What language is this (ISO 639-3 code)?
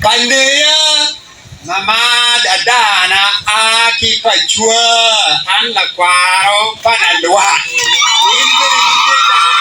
ach